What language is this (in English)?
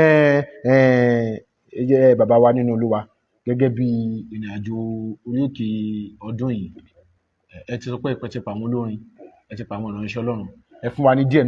Yoruba